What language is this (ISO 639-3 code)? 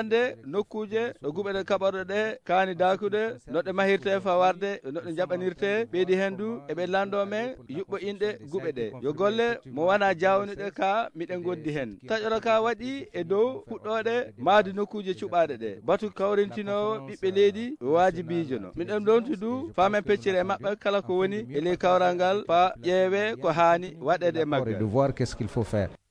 ffm